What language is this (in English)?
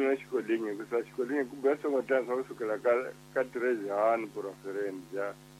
Tsonga